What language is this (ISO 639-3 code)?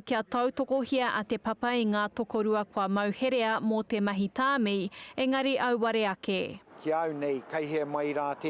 mri